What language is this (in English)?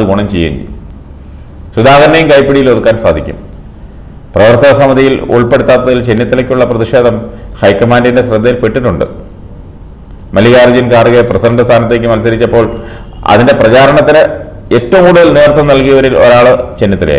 Malayalam